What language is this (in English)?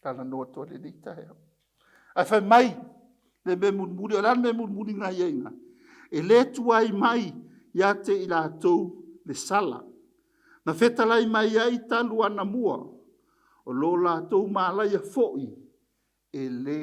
Samoan